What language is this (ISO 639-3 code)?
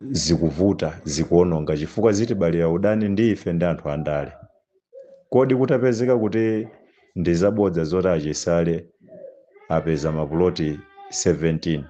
nya